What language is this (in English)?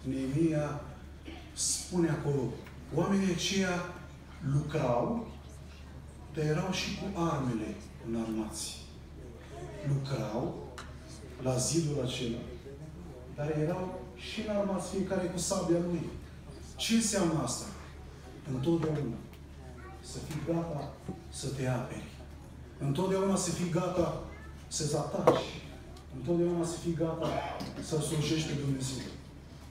Romanian